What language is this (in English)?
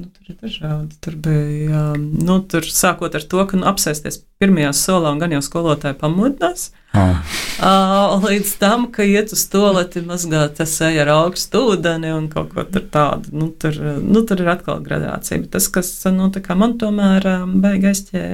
Latvian